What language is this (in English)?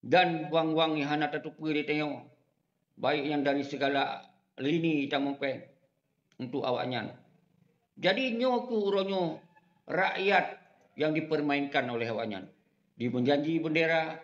Achinese